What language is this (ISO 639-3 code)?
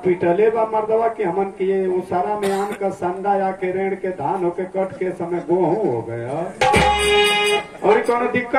bho